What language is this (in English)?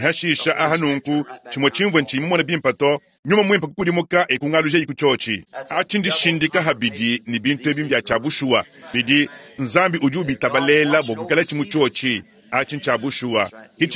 Luba-Lulua